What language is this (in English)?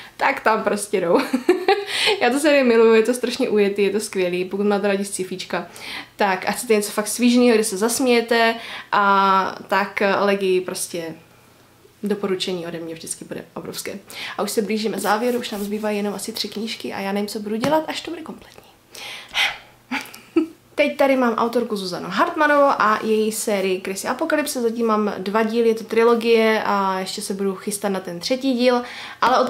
Czech